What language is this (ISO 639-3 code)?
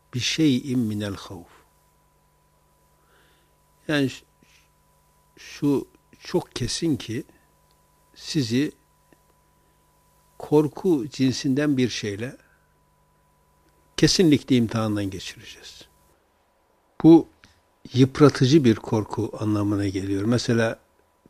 tur